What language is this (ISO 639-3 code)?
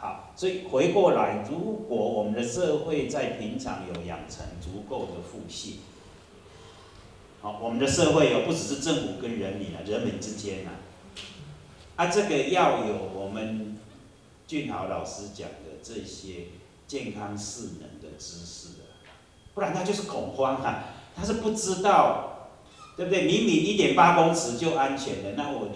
zho